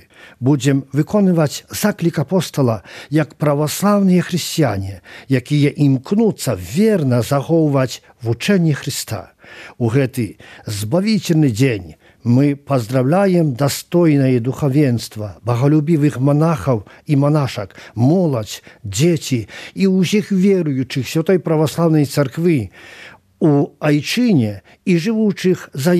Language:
Belarusian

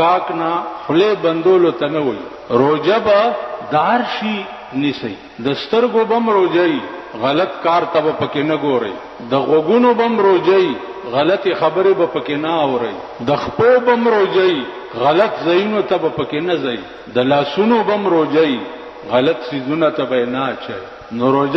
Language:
Pashto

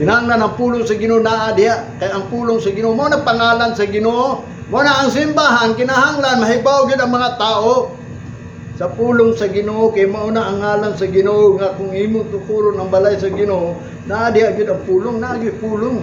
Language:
Cebuano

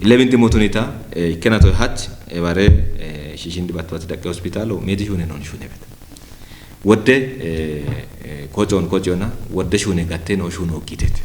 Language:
Kafa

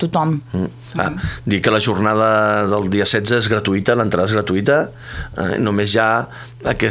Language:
Catalan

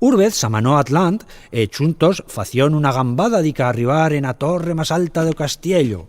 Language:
Aragonese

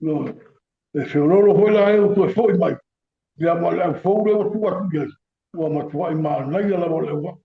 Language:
Samoan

